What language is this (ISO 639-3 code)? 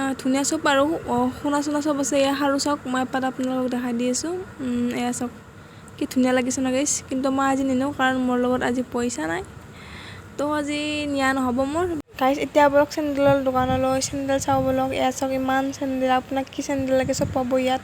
asm